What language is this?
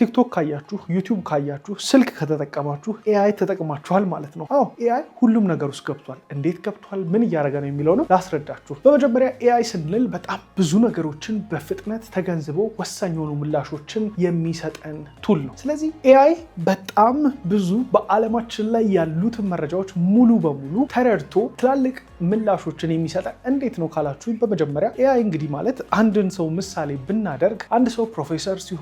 Amharic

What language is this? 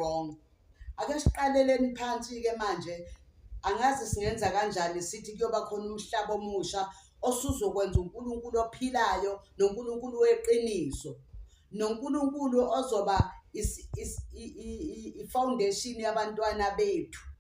Zulu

